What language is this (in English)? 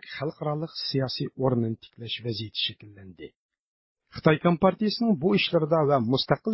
Uyghur